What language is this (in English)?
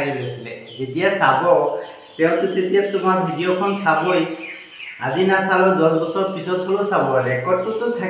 Assamese